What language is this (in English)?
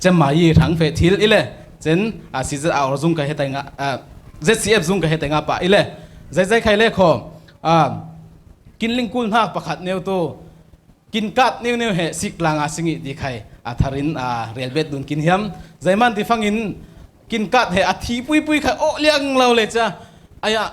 Falam Chin